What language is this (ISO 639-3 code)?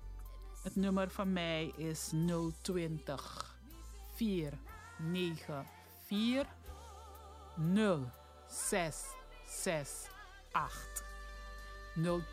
nld